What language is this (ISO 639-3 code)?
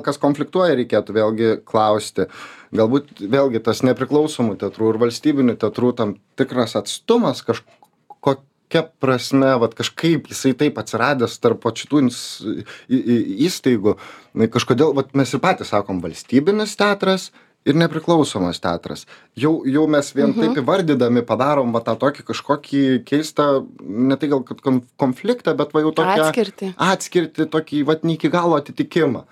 lit